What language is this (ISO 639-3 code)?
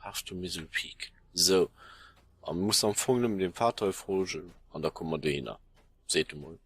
ltz